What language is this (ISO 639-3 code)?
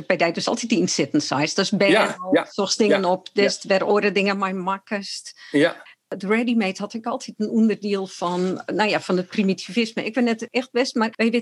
fry